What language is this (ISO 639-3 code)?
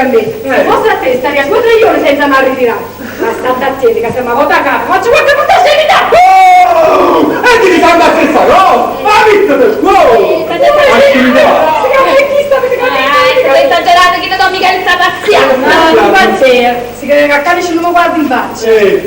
nap